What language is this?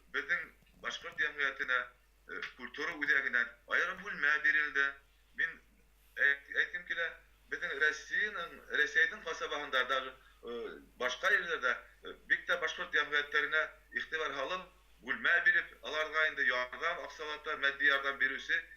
Bashkir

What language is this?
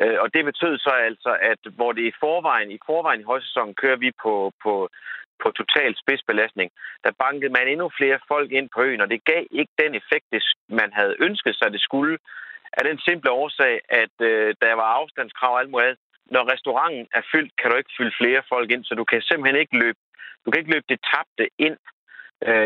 Danish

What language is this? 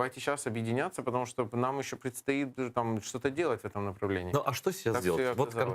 Crimean Tatar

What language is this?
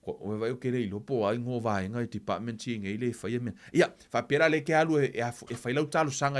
Samoan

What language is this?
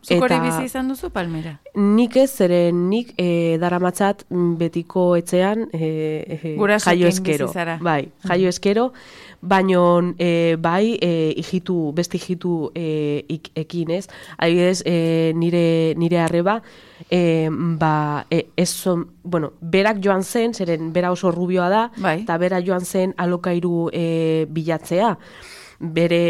Basque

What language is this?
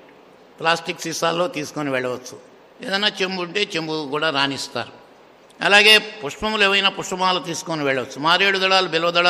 Telugu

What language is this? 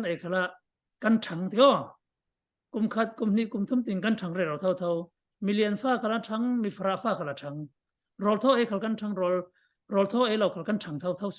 Falam Chin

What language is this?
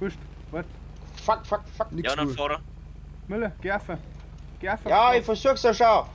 Bavarian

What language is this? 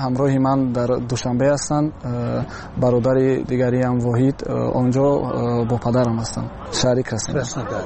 Tajik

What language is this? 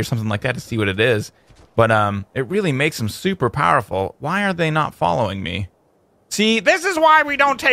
English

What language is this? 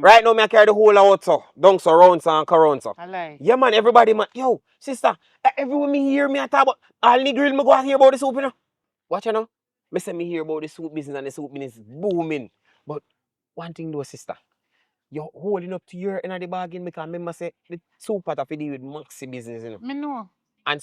Jamaican Creole English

